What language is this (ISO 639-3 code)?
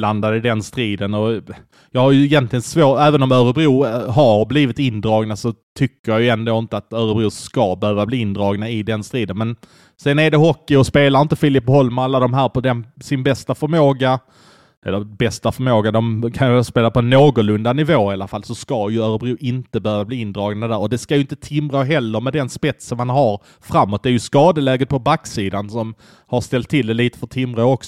swe